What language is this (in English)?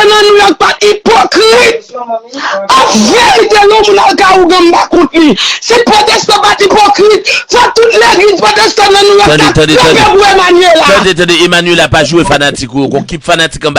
Haitian Creole